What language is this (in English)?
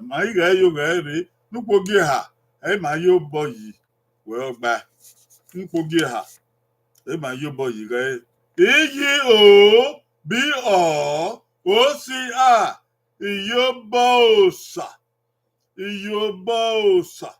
Bini